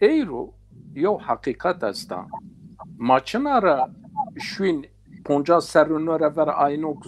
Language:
Zaza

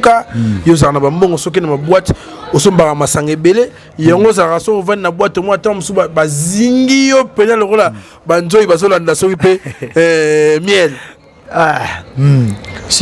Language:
Lingala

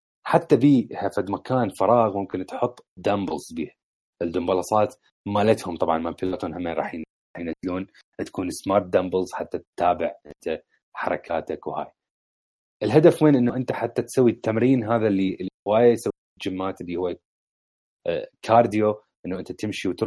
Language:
Mesopotamian Arabic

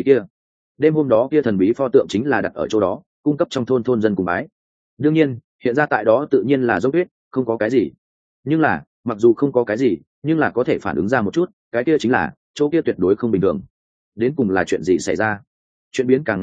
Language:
Vietnamese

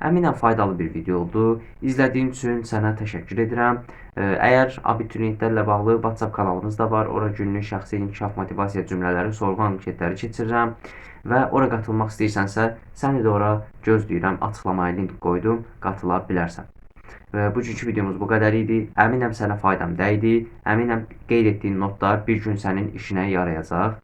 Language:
Azerbaijani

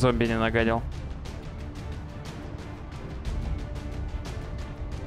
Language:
Russian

